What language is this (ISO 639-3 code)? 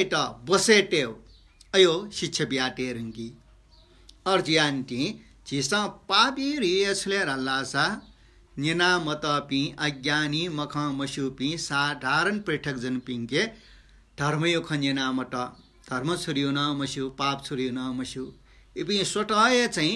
new